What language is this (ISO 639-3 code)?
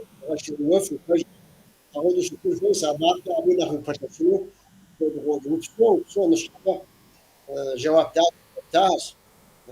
kbd